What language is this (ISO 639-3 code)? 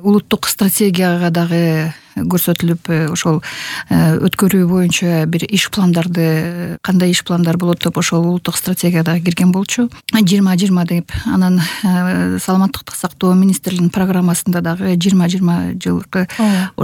kir